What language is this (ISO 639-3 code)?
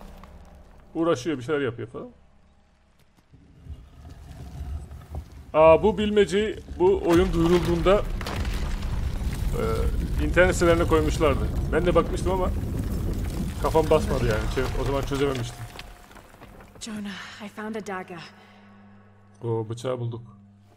tur